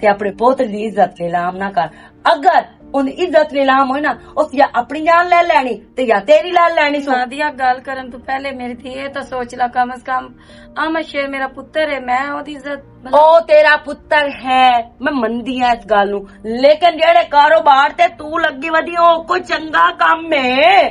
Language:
Western Panjabi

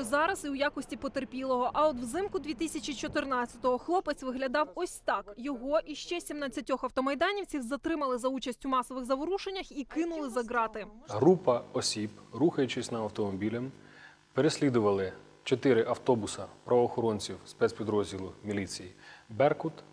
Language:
Ukrainian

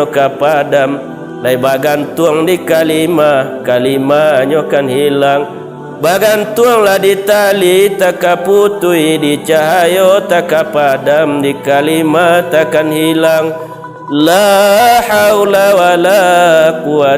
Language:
Minangkabau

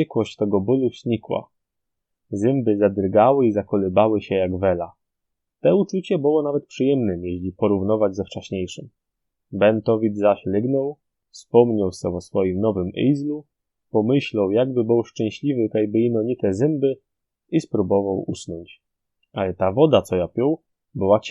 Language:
Silesian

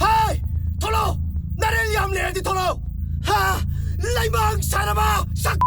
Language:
Manipuri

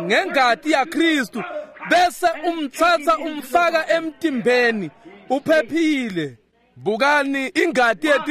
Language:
Swati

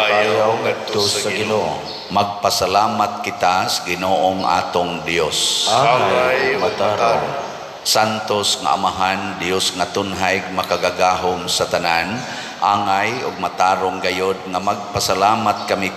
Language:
Cebuano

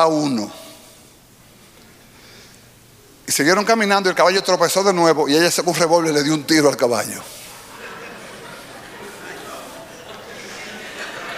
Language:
Spanish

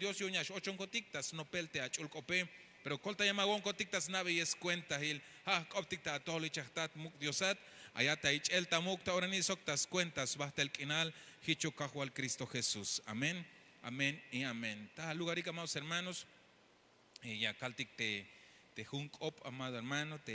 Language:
Tzeltal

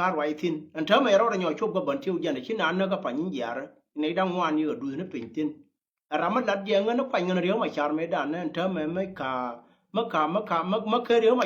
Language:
Nuer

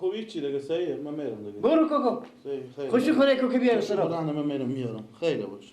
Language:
Persian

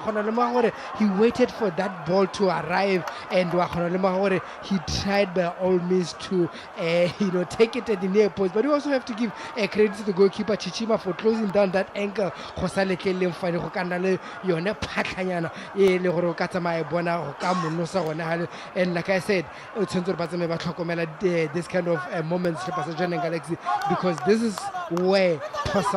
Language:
Tswana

